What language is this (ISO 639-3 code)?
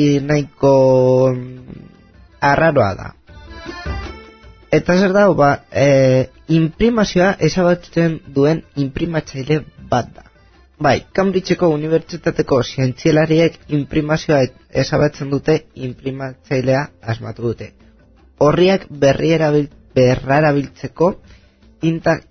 eus